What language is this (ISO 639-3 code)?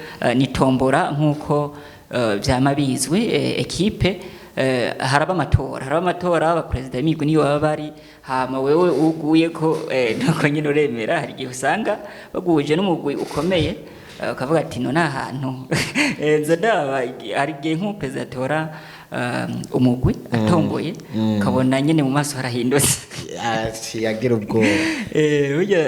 run